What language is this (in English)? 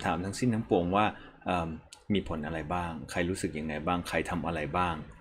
Thai